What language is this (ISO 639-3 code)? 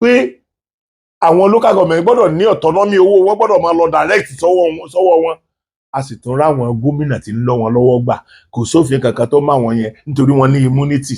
yor